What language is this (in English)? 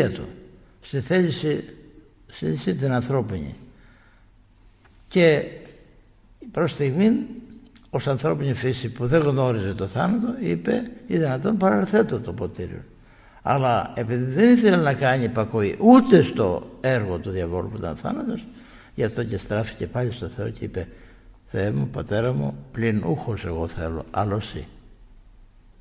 Greek